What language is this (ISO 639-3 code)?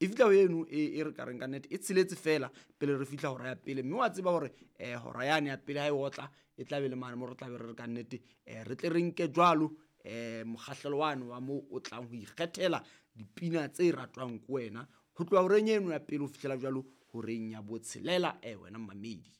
sot